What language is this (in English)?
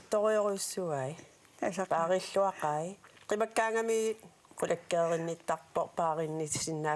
Kalaallisut